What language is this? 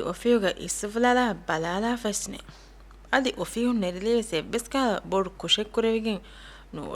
Divehi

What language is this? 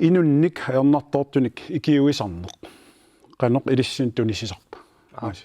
Kalaallisut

